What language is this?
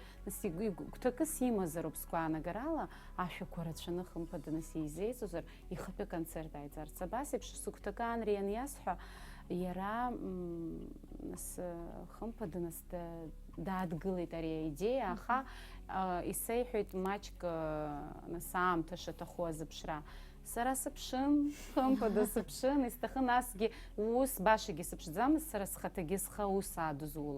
Abkhazian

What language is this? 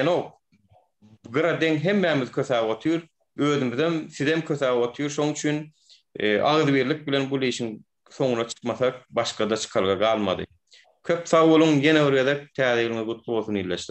Turkmen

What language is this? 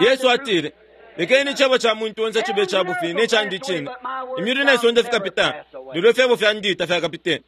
Bemba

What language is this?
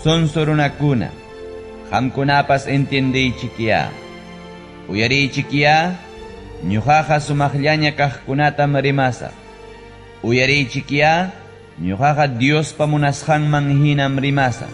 Ayacucho Quechua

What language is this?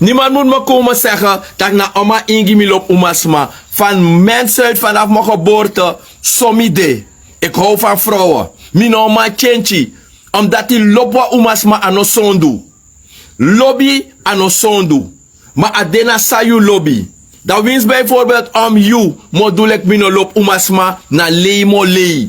Sranan Tongo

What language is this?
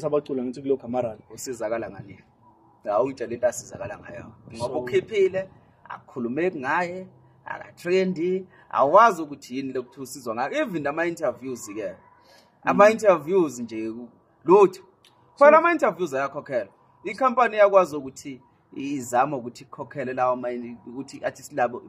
Zulu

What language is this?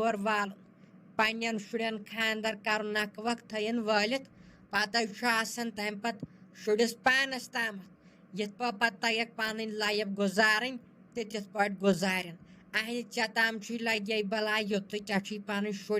Kashmiri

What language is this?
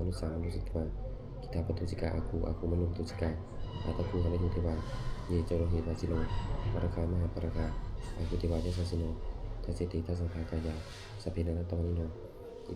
Pali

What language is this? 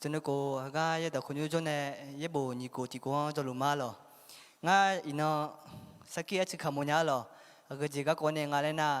Akha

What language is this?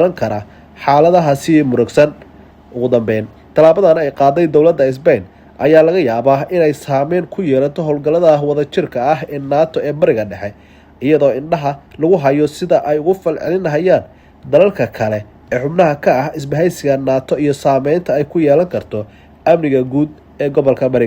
Somali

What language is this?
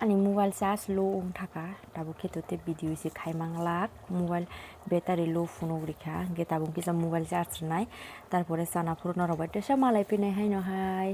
Kok Borok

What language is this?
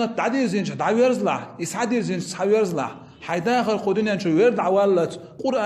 Chechen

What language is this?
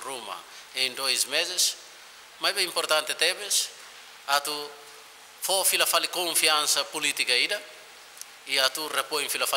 Tetum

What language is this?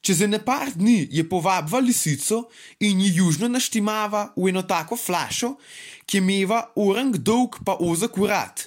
Slovenian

